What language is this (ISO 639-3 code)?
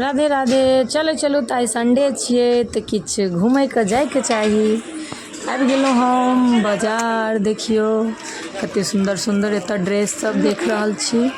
mai